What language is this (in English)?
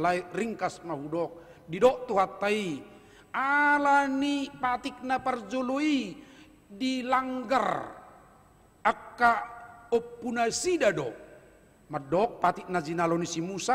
Batak Toba